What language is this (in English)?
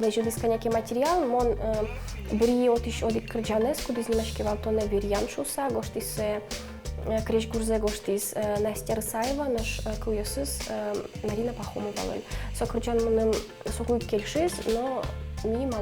Udmurt